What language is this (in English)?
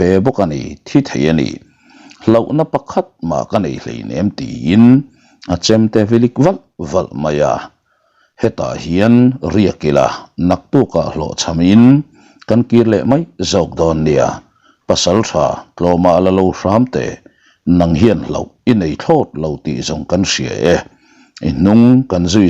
Mizo